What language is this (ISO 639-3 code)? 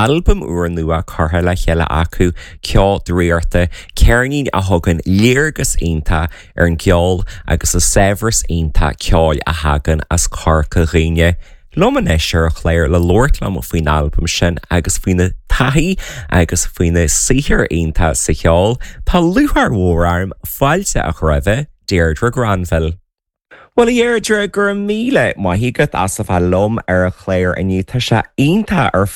gle